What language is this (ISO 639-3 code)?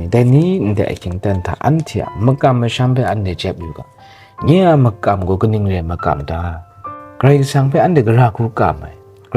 kac